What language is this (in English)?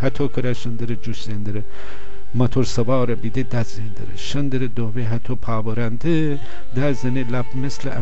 Gilaki